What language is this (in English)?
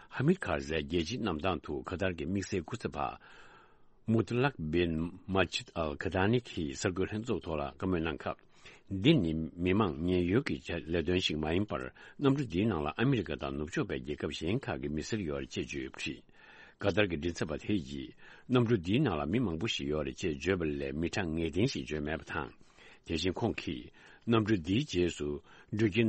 Tibetan